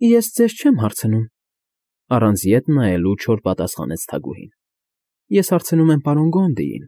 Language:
Armenian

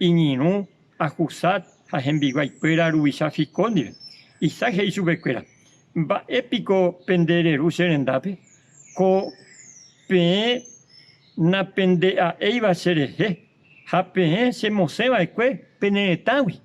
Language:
Guarani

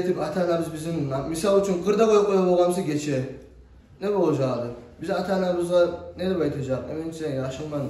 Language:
Kumyk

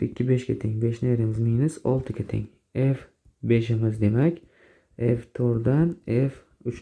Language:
Uzbek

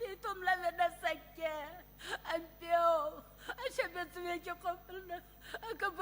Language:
Sumi Naga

